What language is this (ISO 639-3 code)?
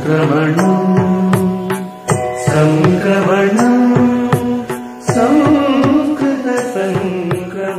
san